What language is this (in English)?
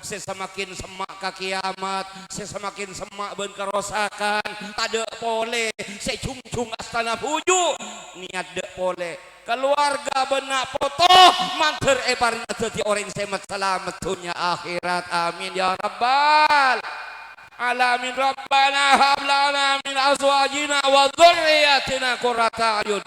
Madurese